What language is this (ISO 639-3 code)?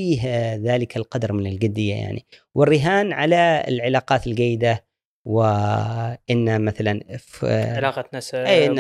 afb